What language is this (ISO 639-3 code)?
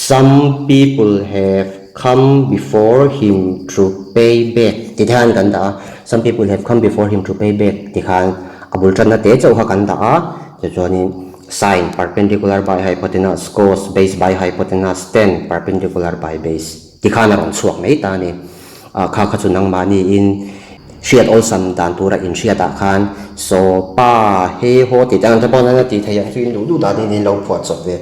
lus